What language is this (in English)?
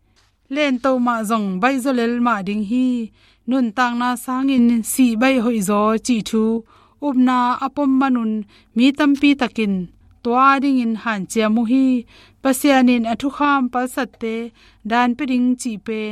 Tedim Chin